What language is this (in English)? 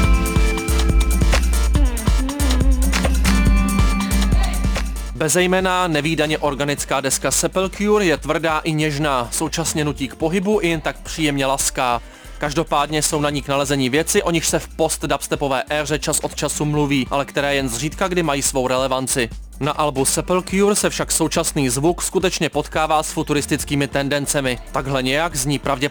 Czech